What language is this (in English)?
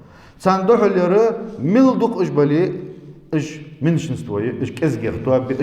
Ingush